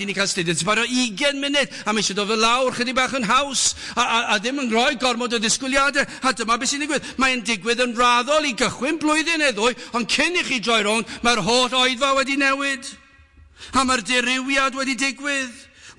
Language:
Welsh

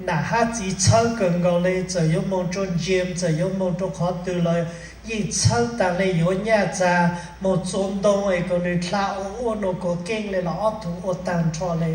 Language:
Hmong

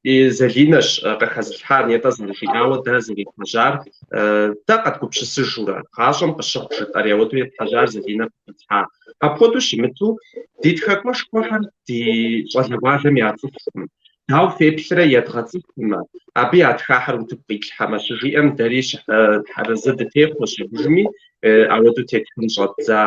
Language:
Kabardian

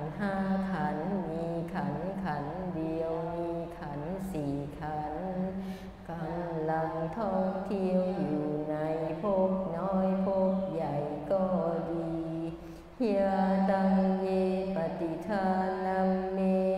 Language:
Thai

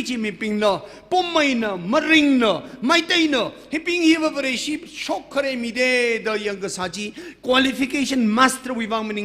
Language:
Tangkhul Naga (India)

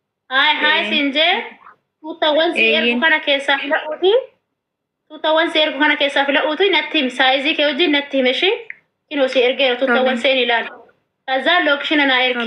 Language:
Oromo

